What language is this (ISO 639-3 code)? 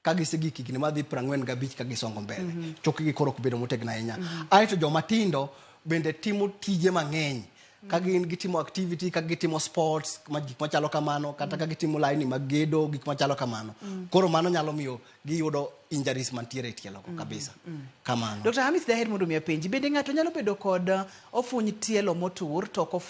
luo